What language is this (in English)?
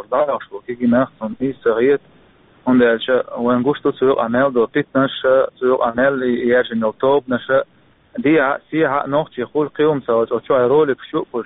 Chechen